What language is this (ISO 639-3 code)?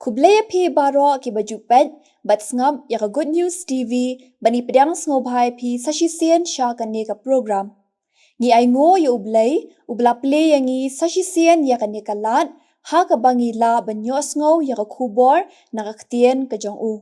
kha